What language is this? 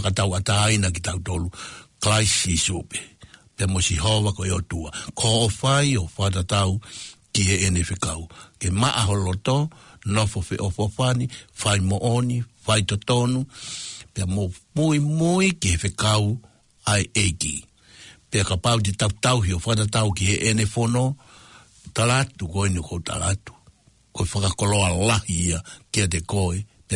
Tongan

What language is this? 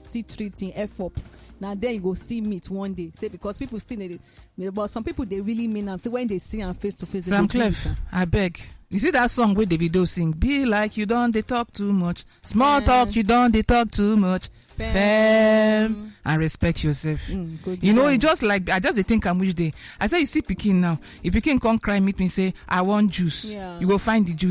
Nigerian Pidgin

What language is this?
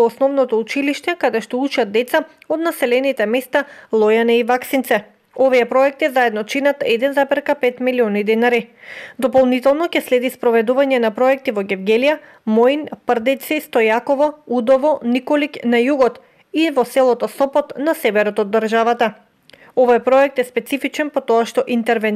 Macedonian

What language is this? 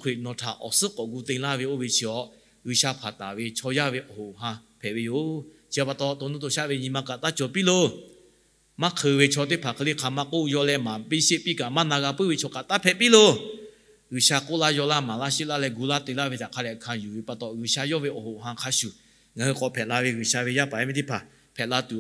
Lahu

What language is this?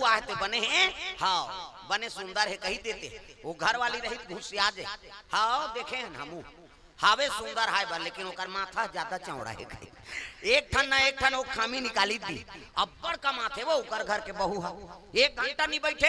Chhattisgarhi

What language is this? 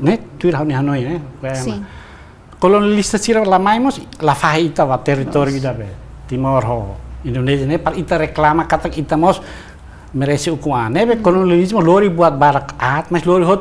Tetum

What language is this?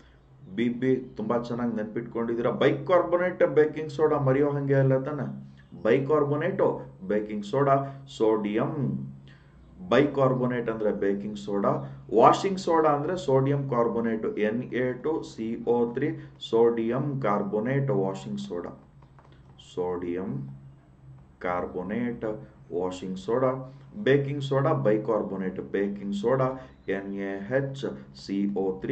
Kannada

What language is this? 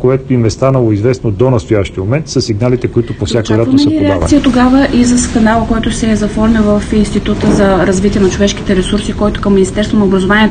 Bulgarian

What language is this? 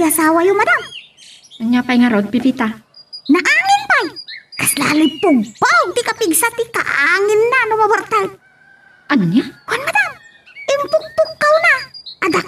Iloko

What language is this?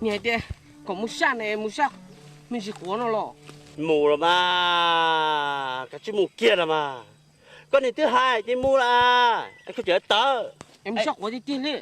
Hmong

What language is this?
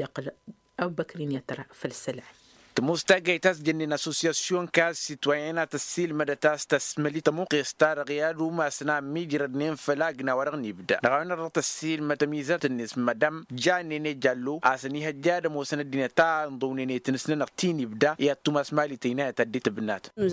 Tamasheq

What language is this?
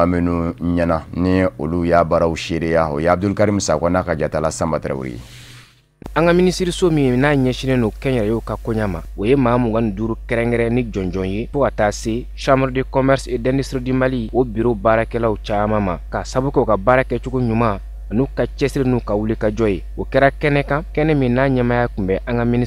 Bambara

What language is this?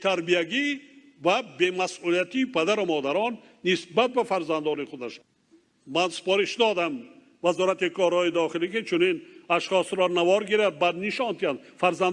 Tajik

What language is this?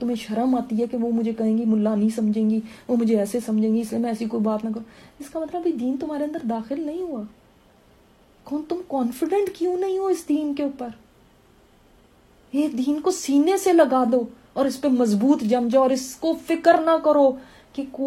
Urdu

